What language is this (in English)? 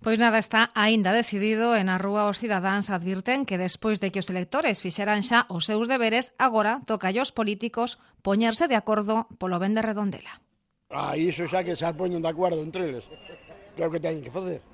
Galician